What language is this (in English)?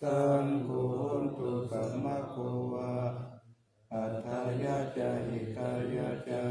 Pali